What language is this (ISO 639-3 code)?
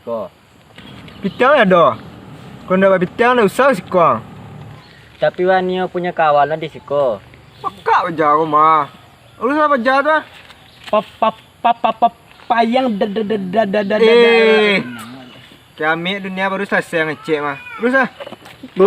min